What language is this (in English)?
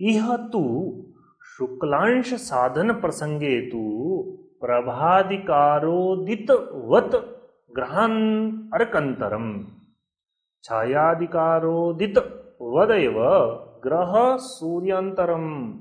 Sanskrit